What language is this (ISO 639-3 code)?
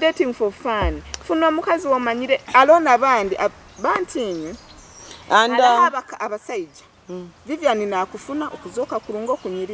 nyo